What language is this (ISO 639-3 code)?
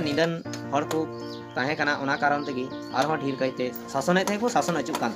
sat